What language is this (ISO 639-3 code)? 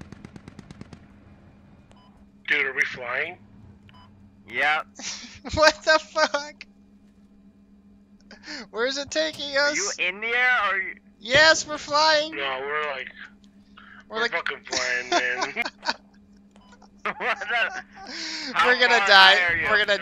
eng